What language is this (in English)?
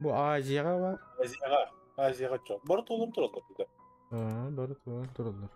Yakut